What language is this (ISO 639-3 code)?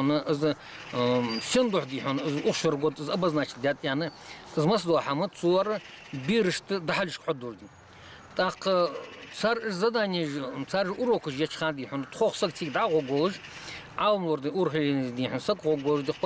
inh